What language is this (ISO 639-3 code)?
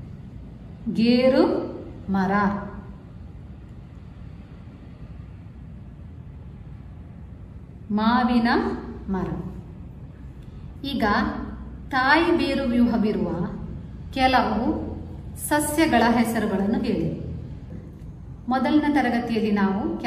kan